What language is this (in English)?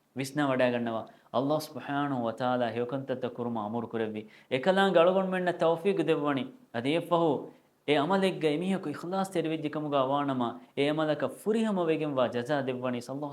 Divehi